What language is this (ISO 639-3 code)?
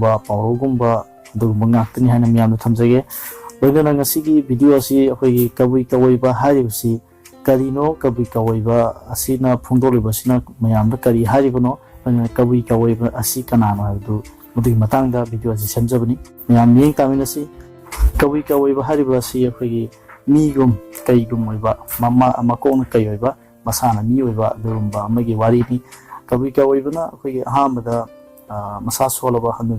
mni